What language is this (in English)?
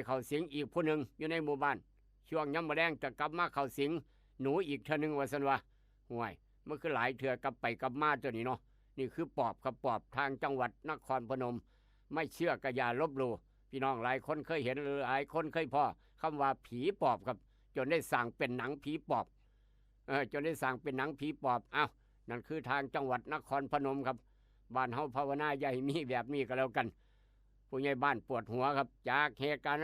Northeastern Thai